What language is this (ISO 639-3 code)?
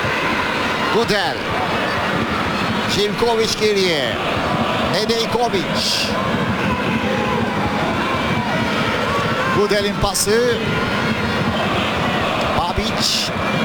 tur